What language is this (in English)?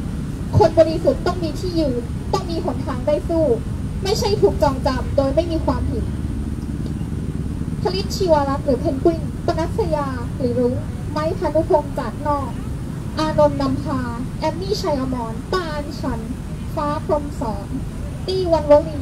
Thai